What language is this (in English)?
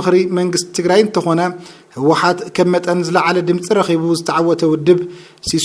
Tigrinya